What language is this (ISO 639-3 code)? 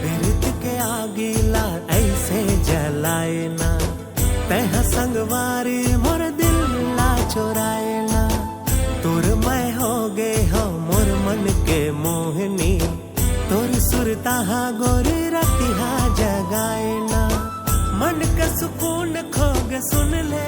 hne